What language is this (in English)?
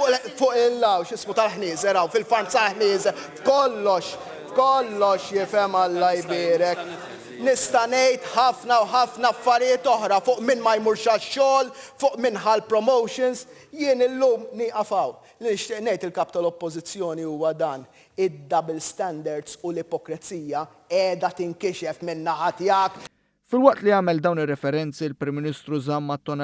Maltese